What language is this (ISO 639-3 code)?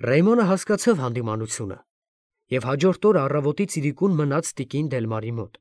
hye